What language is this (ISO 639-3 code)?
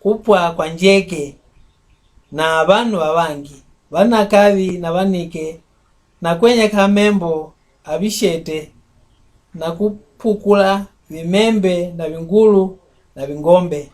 mck